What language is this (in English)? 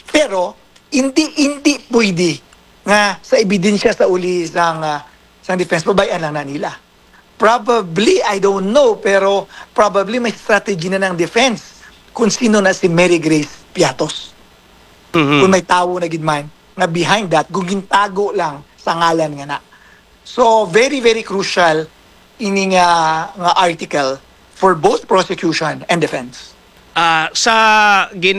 Hiligaynon